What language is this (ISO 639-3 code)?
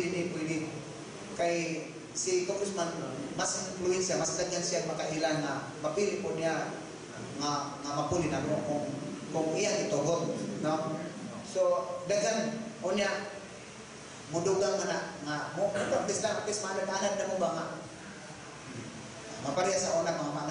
ceb